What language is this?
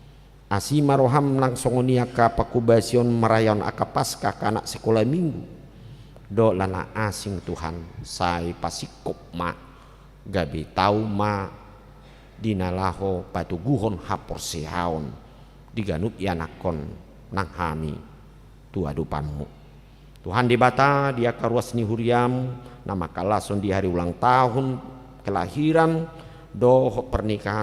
Batak Toba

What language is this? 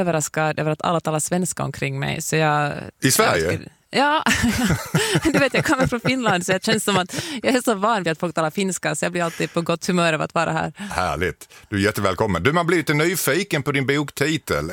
Swedish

